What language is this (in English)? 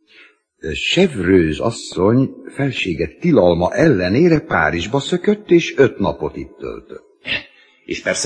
Hungarian